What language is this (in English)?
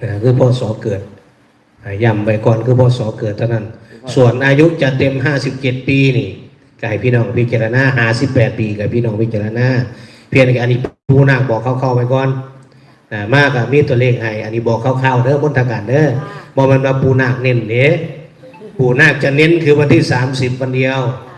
Northeastern Thai